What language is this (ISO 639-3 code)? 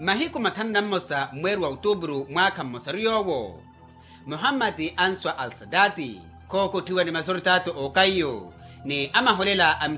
vmw